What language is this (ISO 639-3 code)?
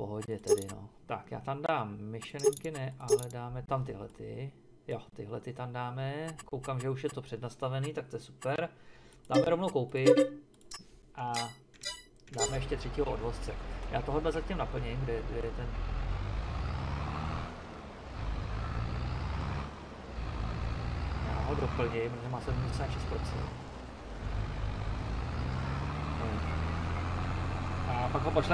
ces